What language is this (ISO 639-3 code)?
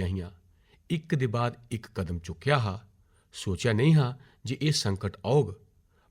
doi